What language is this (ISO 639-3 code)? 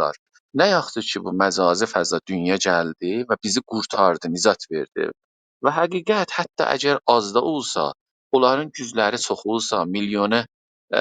azb